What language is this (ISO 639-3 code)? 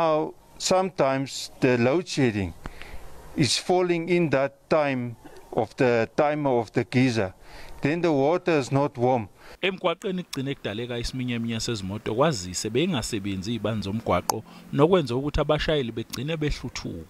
zul